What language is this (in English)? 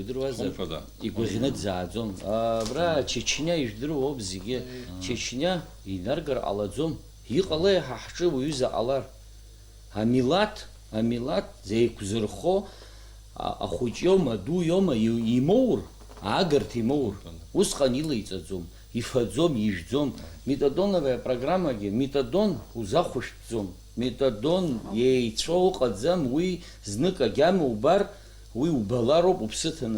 Abkhazian